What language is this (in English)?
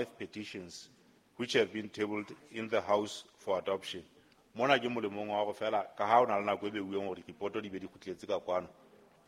Southern Sotho